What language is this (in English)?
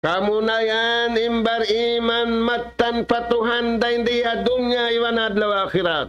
Tausug